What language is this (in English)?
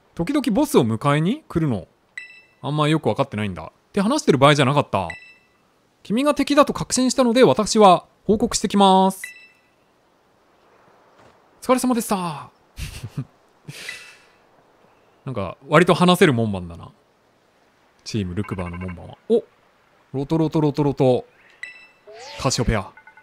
Japanese